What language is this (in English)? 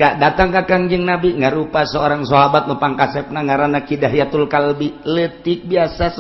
Sundanese